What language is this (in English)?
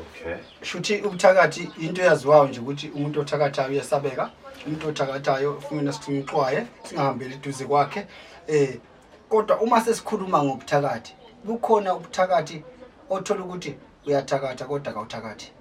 Zulu